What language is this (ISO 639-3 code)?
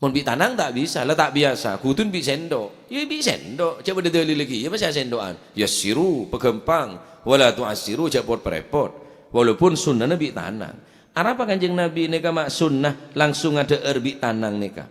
mad